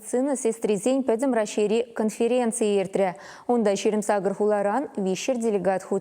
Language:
Chuvash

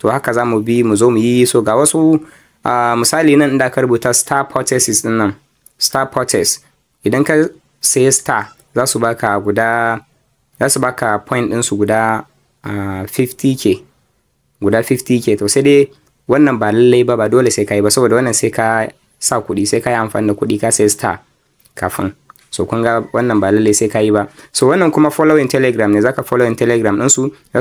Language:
Hausa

